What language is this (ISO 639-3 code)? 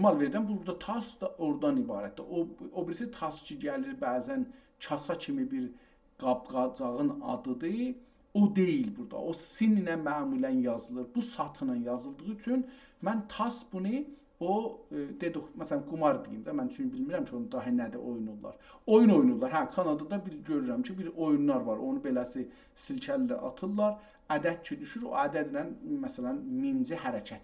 azb